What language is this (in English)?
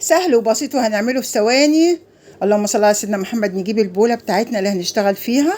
Egyptian Arabic